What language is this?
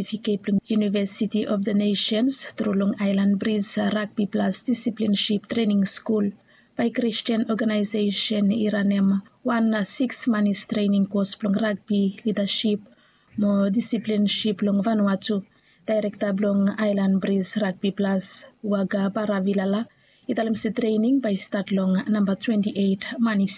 Bislama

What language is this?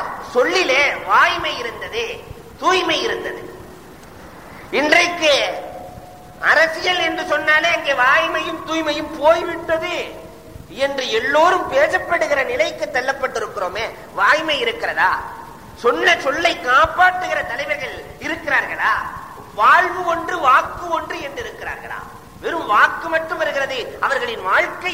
Tamil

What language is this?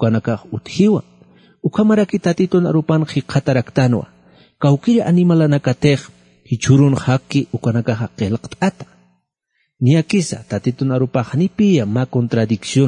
Aymara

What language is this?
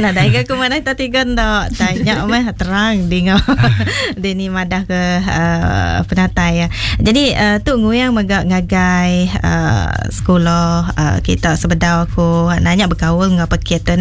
Iban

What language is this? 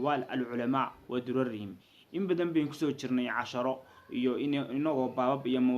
Somali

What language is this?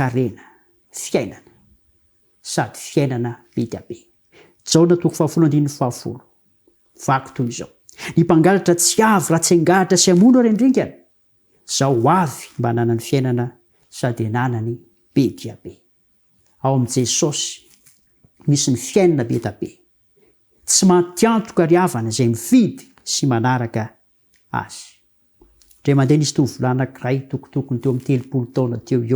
Malagasy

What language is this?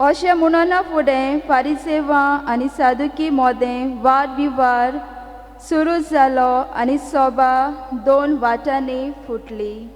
Konkani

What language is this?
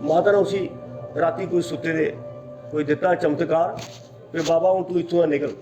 Dogri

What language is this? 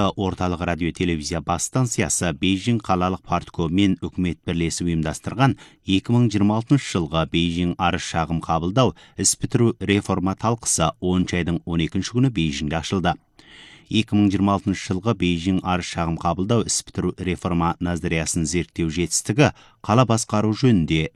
Kazakh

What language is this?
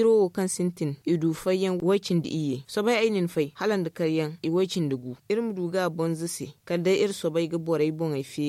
Zarma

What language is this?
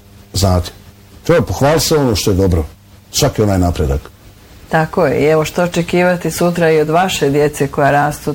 Bosnian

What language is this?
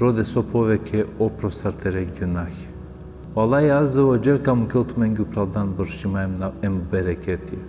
Balkan Romani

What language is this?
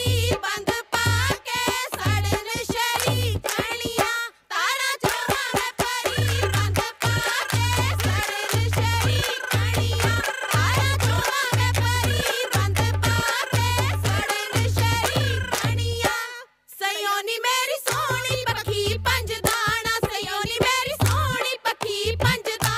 Punjabi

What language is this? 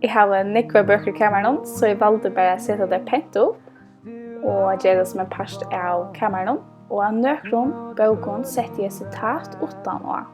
Faroese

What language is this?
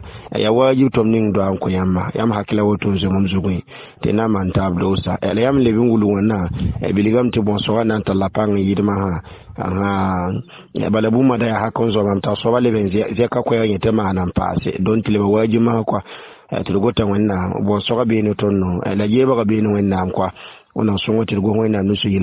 Mossi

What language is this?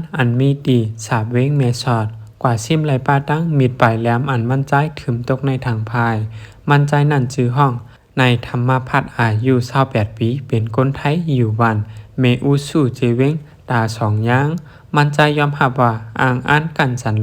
Shan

